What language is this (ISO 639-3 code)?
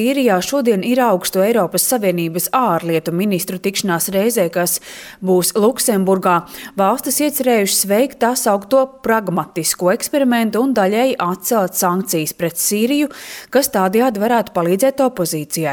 lav